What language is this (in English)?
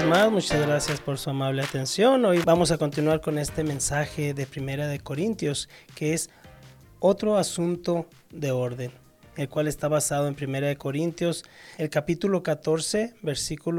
Spanish